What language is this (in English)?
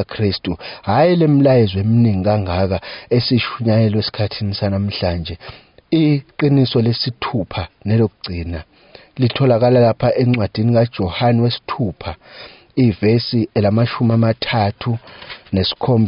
Zulu